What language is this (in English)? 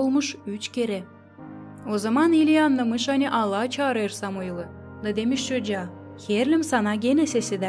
Gagauz